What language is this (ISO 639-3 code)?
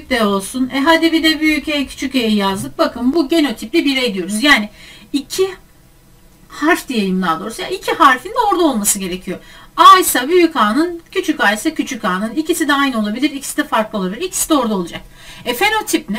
tur